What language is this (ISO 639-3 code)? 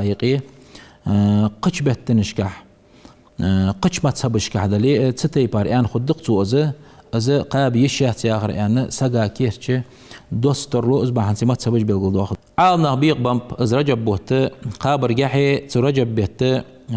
inh